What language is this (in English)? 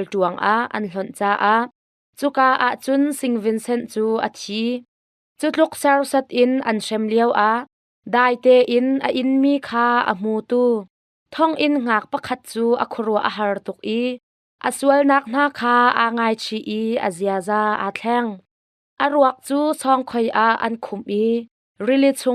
Hakha Chin